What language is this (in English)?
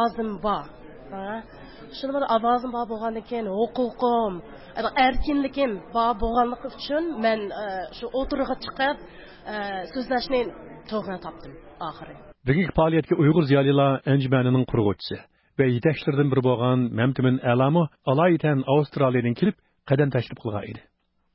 Uyghur